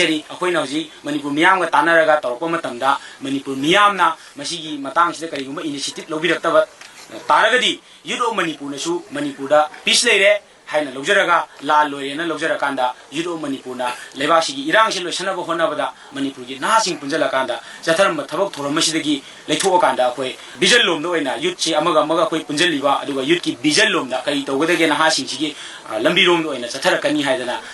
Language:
Manipuri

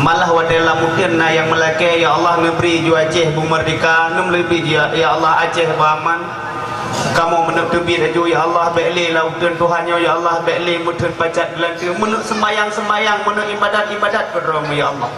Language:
Achinese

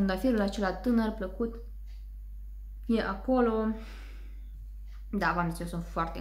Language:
Romanian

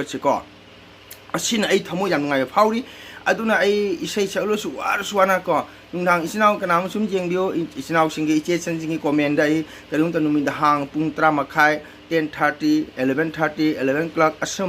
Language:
Manipuri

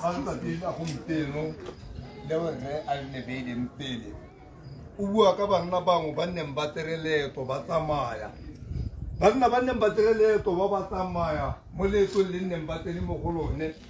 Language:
Tswana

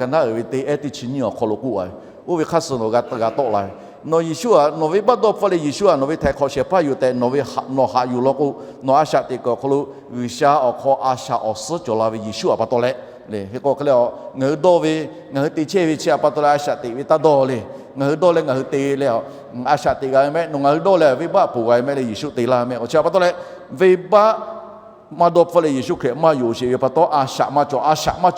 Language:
Lahu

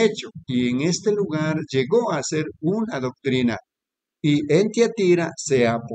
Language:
Spanish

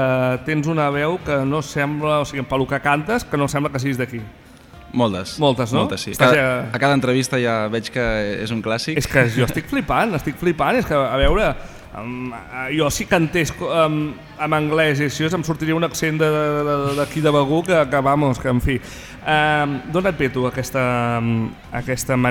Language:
Catalan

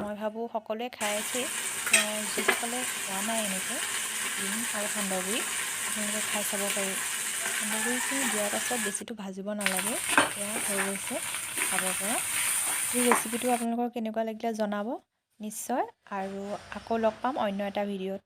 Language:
Assamese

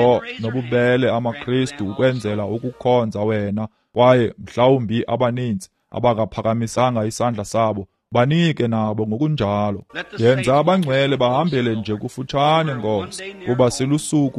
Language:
Xhosa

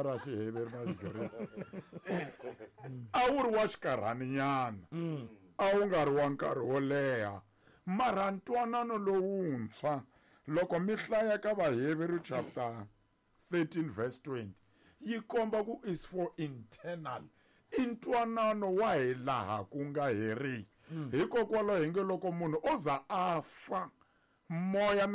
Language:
Tsonga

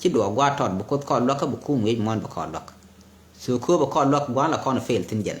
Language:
Nuer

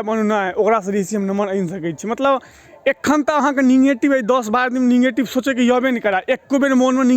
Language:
Maithili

